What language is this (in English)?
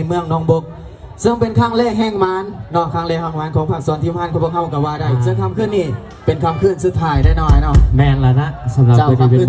Lao